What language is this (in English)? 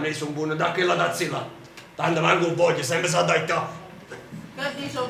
Neapolitan